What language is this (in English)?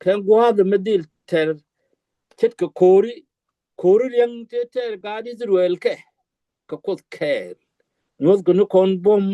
Nuer